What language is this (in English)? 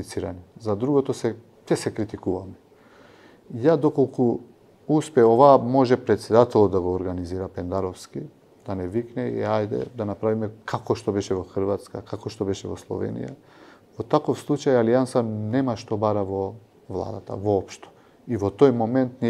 Macedonian